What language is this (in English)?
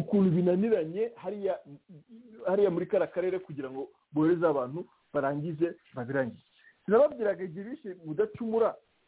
Kinyarwanda